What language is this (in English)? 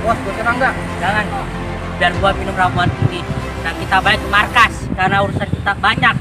Betawi